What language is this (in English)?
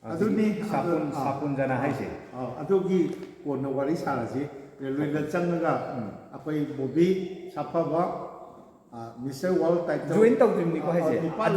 Manipuri